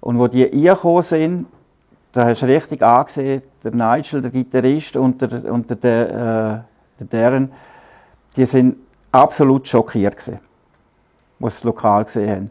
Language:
Swiss German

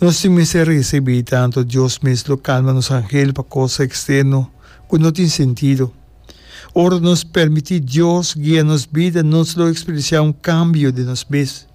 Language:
Papiamento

